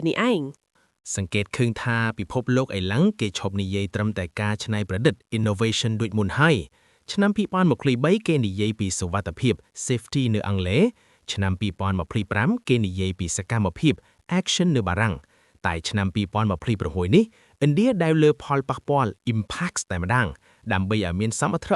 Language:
Khmer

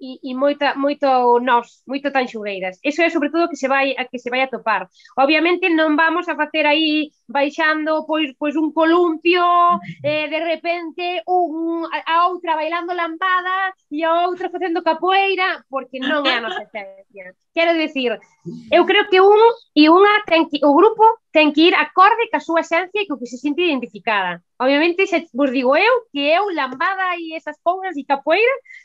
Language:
Galician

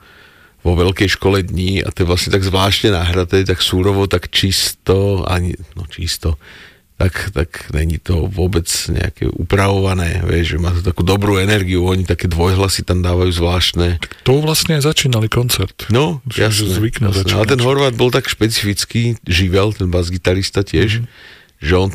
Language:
Slovak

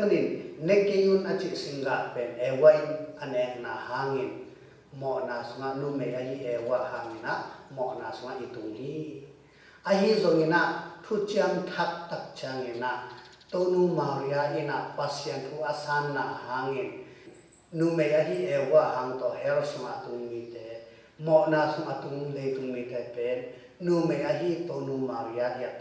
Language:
Tedim Chin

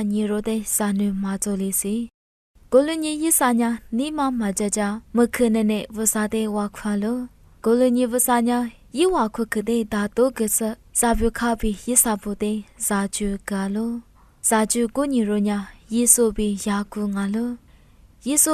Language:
Lisu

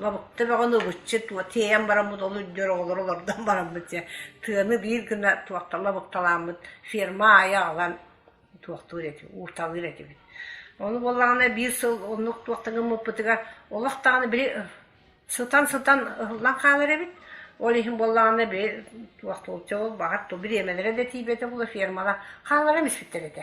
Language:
Yakut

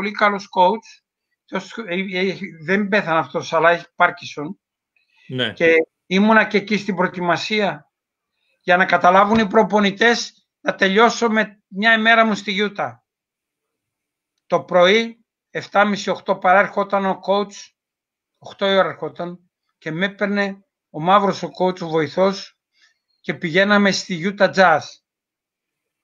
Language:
Greek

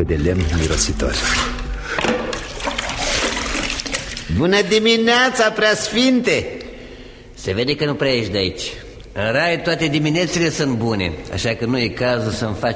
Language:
Romanian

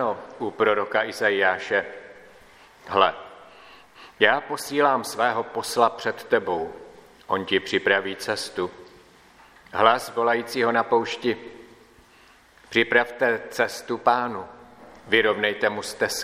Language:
Czech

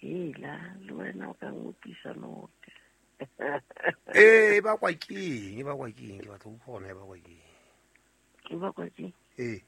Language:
Southern Sotho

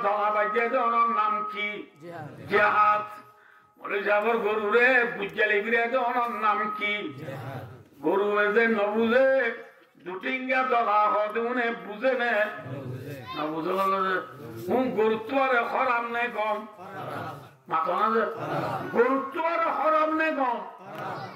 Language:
Rohingya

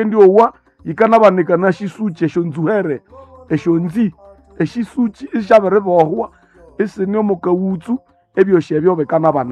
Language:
Nande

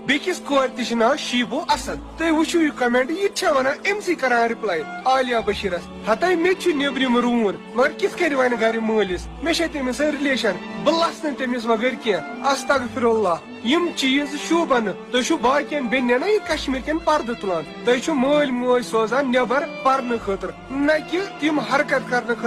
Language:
Kashmiri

